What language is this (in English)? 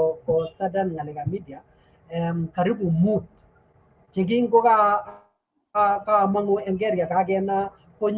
Kalenjin